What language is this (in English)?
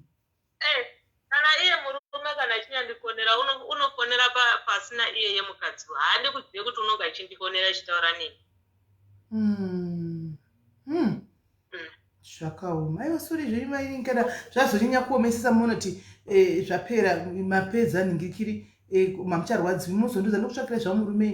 Shona